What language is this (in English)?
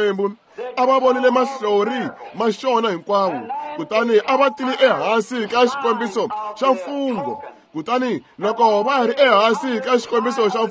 Tsonga